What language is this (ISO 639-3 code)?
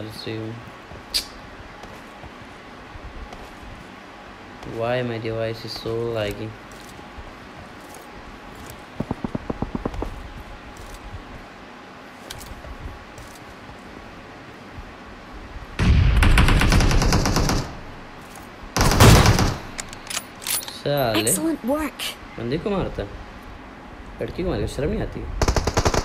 hin